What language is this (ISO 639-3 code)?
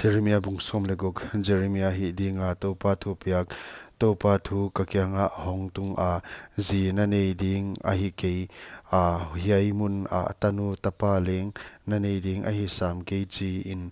pck